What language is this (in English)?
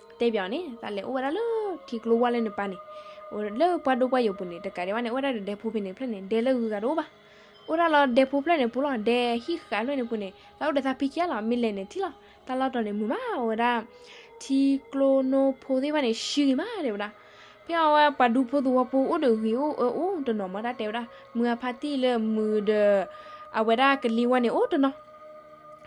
S'gaw Karen